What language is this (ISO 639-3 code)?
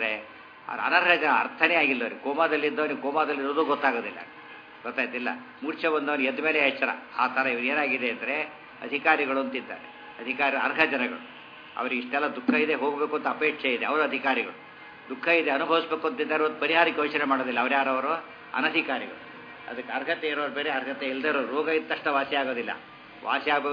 kan